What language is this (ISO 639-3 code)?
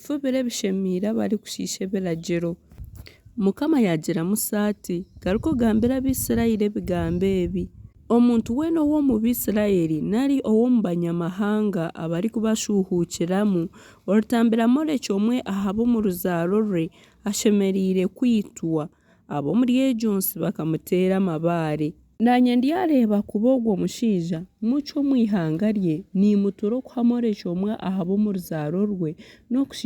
nyn